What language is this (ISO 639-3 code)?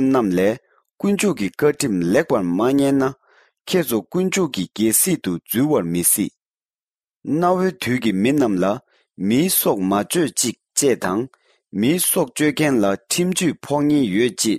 bod